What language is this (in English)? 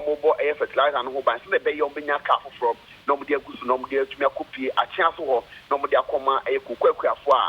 Akan